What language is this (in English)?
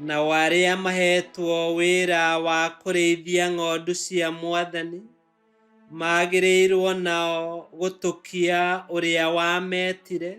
Kikuyu